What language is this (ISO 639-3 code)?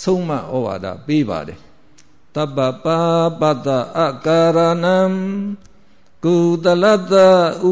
mya